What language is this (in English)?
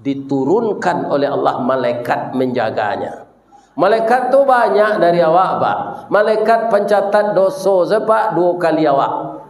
Minangkabau